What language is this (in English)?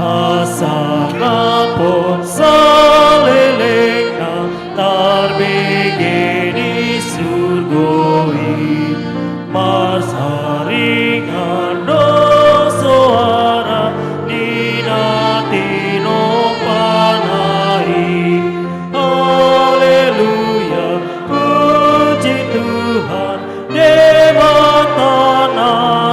Batak Toba